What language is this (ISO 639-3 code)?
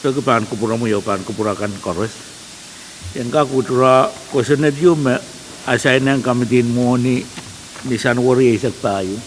pon